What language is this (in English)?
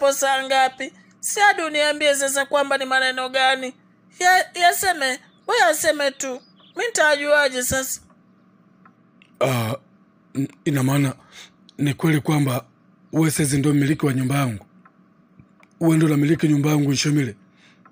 Swahili